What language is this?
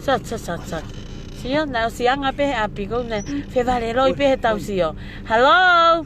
Tongan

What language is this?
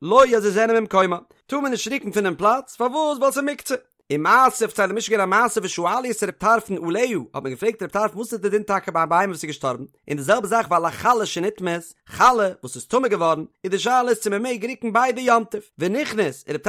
Yiddish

